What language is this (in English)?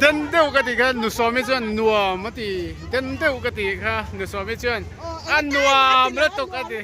Mizo